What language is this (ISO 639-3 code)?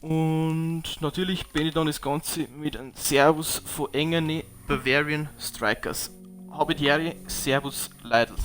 bar